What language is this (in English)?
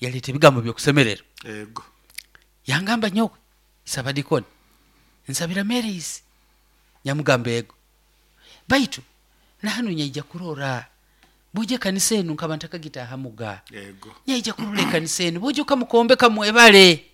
Nyoro